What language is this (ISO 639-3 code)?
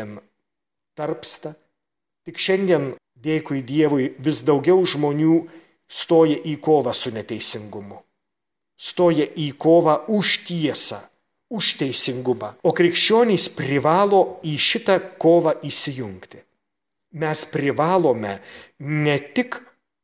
lit